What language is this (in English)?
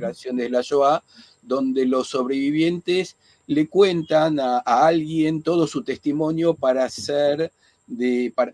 Ladino